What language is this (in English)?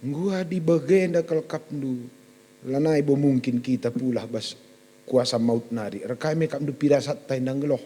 Batak Karo